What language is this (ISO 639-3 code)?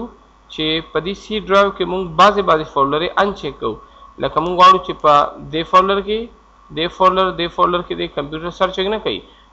pus